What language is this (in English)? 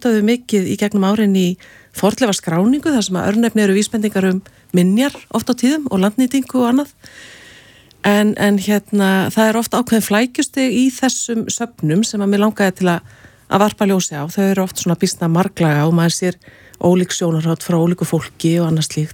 Icelandic